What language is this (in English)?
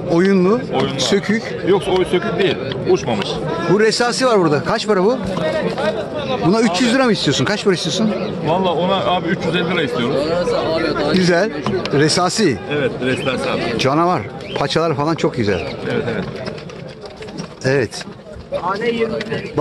Turkish